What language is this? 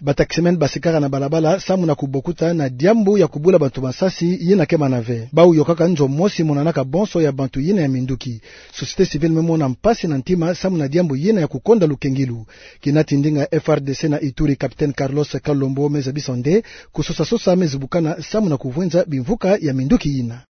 Kituba (Democratic Republic of Congo)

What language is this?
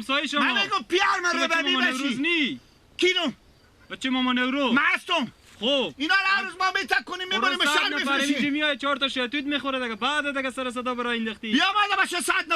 Persian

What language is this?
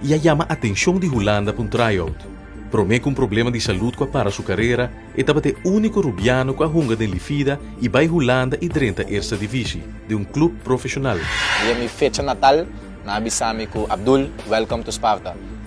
Papiamento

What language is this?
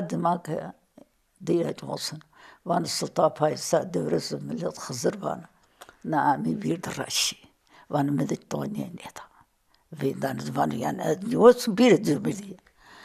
Zaza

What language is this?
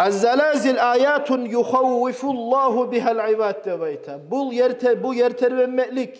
Kumyk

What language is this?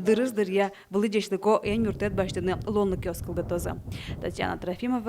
Udmurt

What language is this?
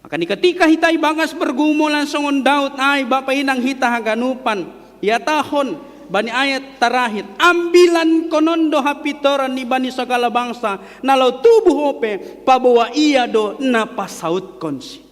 Batak Simalungun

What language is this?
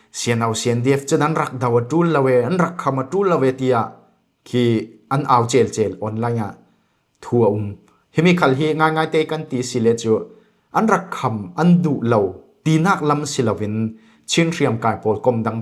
Falam Chin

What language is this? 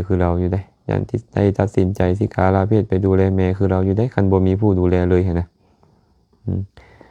Lao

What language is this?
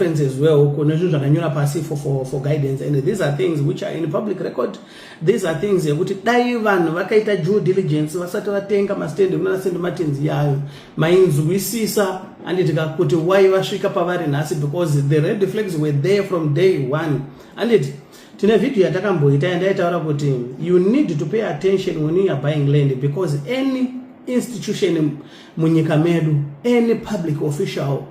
Shona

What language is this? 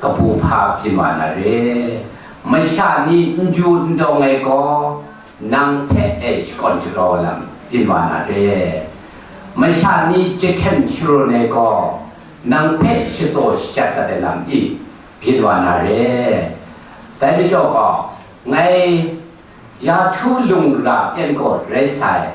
Kachin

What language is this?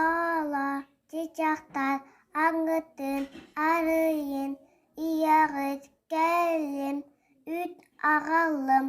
Yakut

